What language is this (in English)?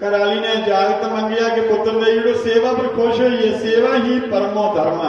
Dogri